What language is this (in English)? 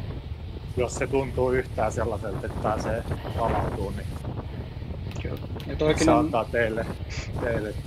Finnish